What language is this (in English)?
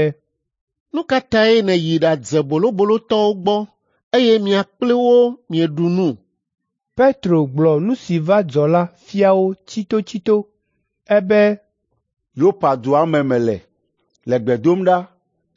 Ewe